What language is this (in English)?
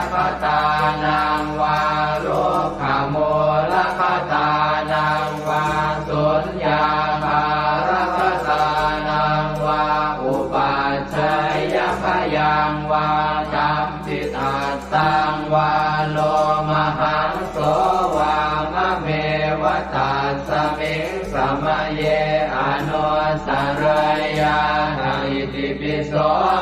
Pali